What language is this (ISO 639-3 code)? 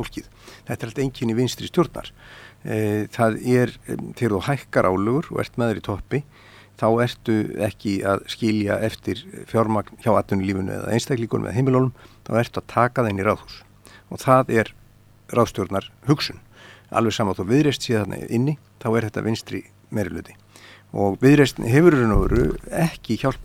isl